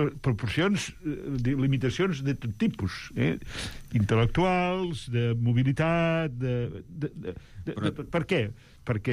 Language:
Catalan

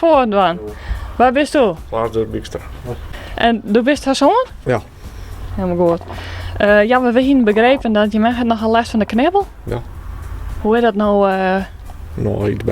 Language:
Western Frisian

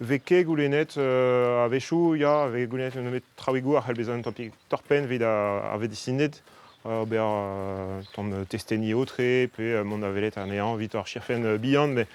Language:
Breton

